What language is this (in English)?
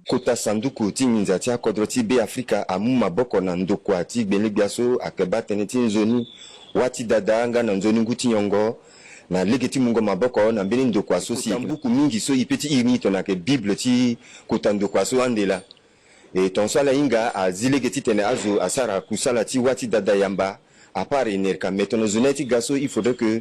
Sango